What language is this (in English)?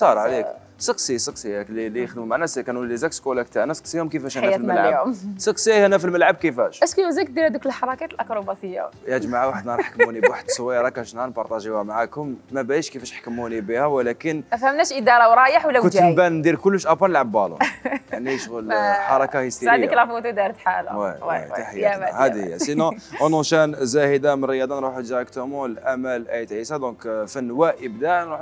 Algerian Arabic